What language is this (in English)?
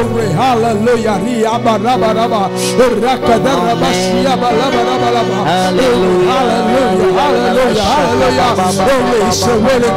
Tamil